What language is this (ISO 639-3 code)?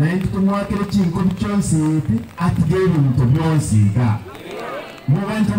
guz